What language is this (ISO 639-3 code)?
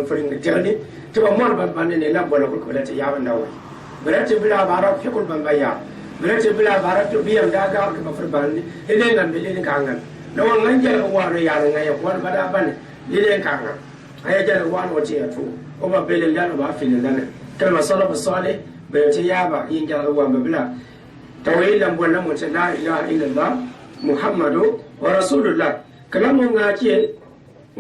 gux